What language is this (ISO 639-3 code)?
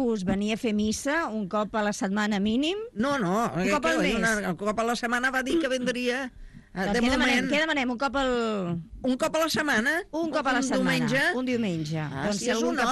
cat